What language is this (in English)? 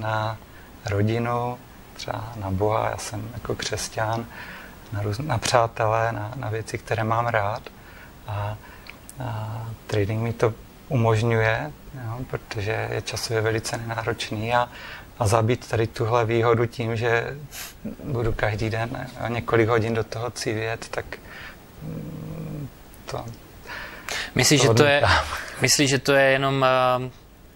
Czech